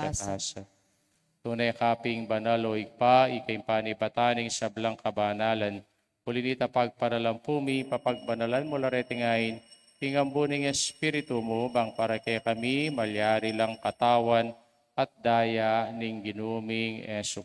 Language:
Pampanga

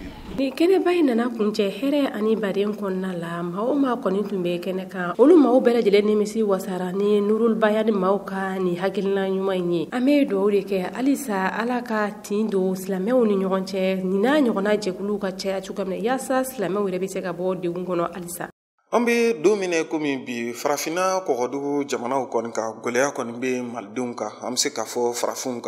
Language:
Bambara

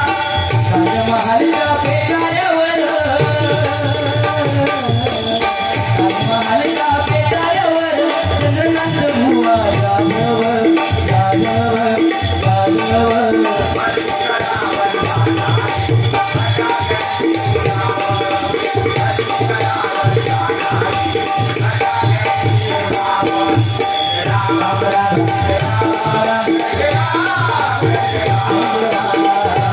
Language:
Marathi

